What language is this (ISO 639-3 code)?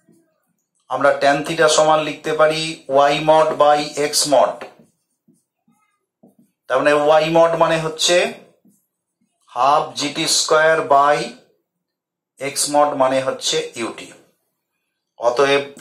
ben